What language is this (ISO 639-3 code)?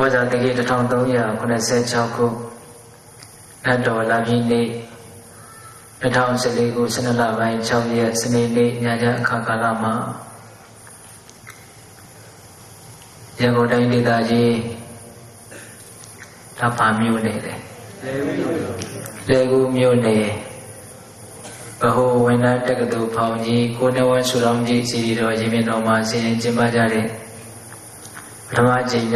mya